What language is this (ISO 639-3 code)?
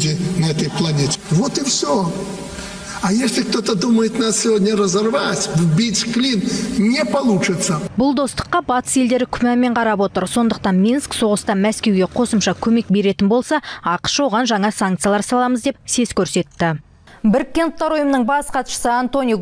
kaz